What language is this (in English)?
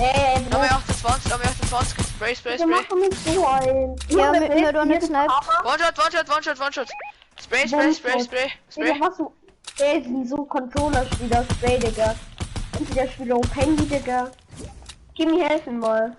Bavarian